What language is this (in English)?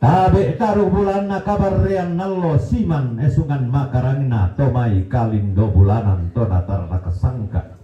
Toraja-Sa'dan